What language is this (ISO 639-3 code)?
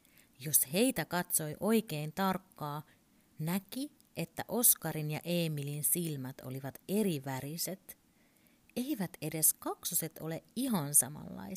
fin